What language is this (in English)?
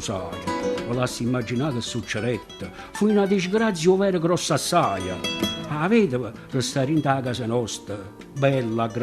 Neapolitan